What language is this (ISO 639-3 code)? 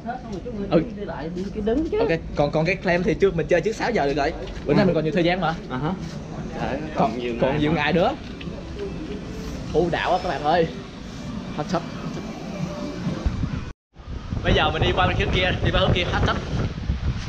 vie